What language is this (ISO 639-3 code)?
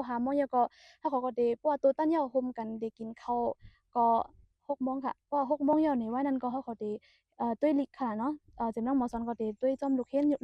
shn